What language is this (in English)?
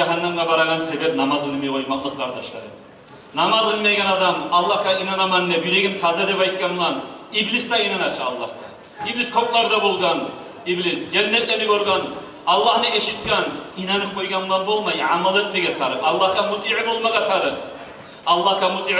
Kumyk